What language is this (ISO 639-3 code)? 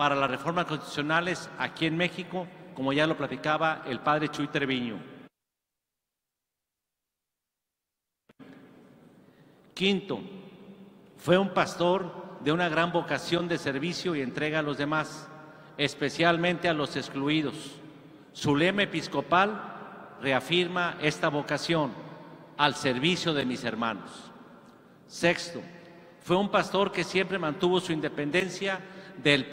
spa